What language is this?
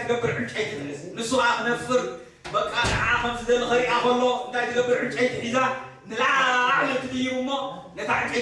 Tigrinya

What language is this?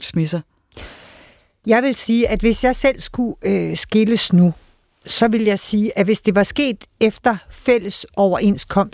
Danish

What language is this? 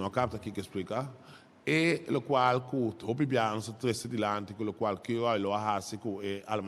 Papiamento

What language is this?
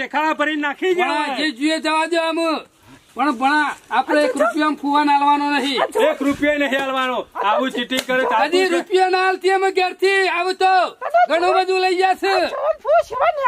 Gujarati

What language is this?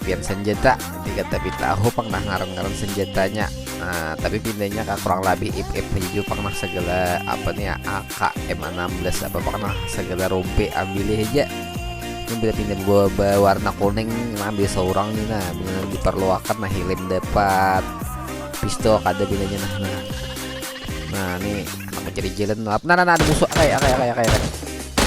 Banjar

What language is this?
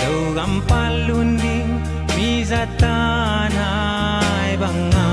Tedim Chin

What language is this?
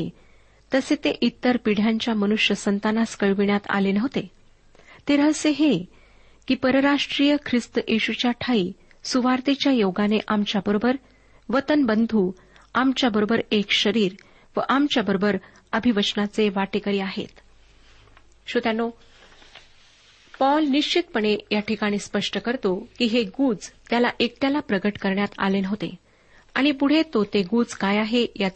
Marathi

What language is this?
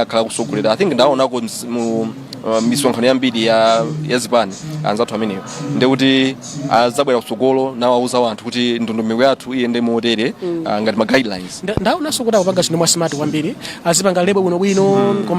Nyanja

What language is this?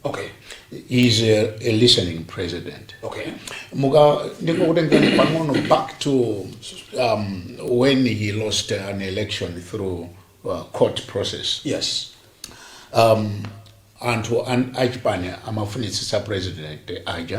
Nyanja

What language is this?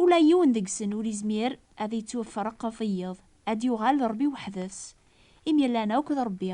Kabyle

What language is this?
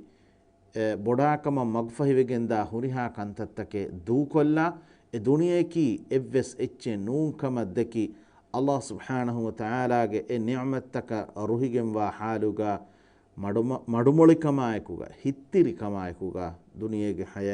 Divehi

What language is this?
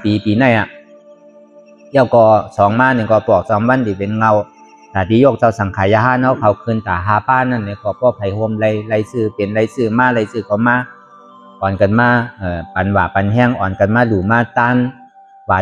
Shan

